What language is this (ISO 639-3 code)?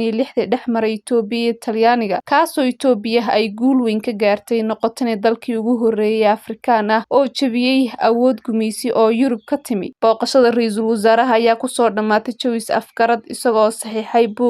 som